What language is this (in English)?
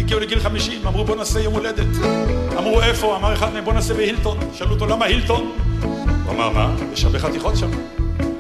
Hebrew